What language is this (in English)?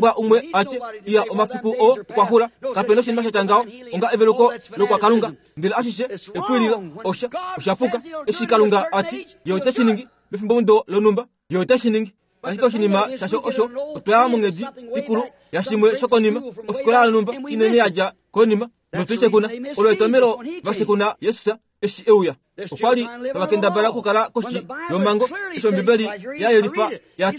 Kuanyama